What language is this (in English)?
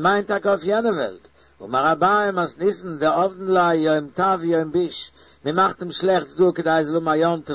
Yiddish